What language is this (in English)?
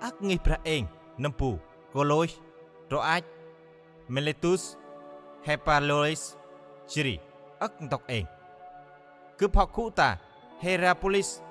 Central Mnong